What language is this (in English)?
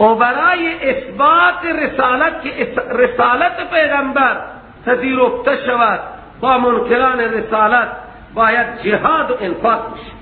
Persian